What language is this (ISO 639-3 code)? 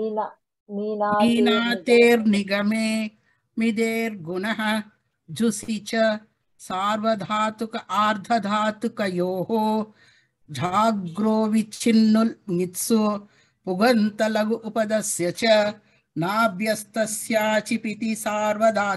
san